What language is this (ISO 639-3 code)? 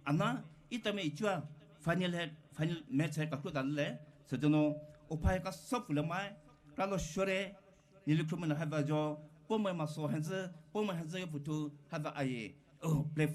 pmx